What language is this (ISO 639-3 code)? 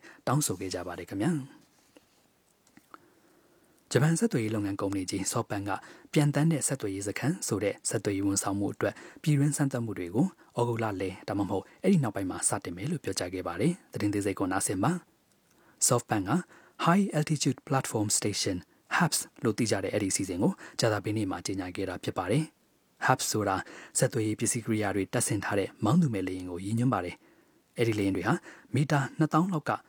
mya